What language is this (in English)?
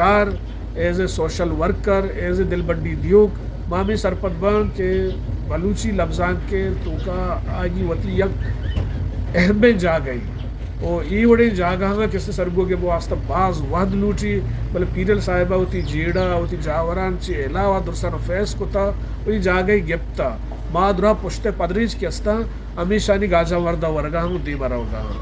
Eastern Balochi